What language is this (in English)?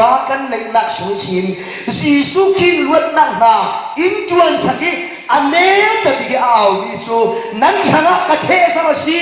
Falam Chin